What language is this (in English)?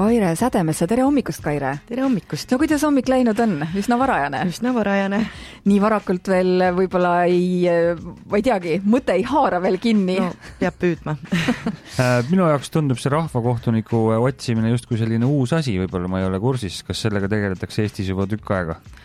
Estonian